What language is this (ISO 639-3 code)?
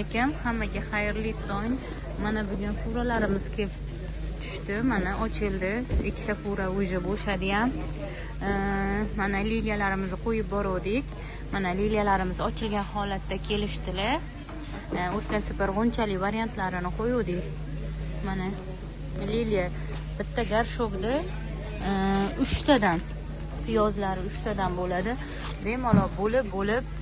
uzb